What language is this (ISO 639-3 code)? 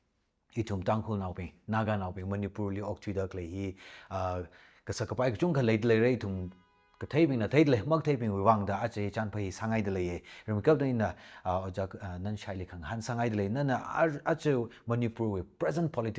nmf